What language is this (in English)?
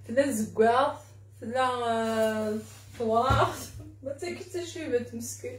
Kabyle